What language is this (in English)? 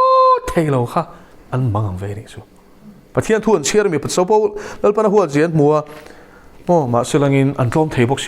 Mizo